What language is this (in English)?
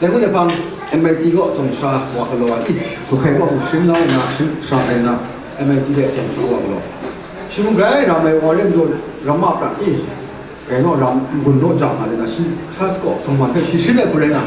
Kachin